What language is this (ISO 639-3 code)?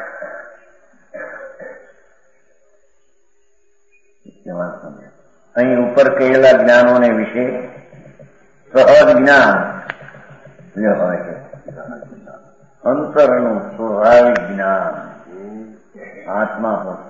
guj